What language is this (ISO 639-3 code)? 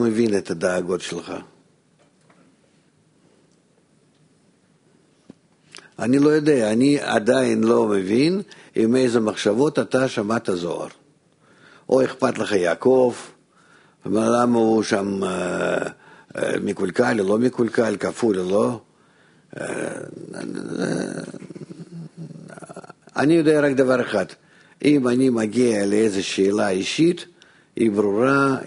heb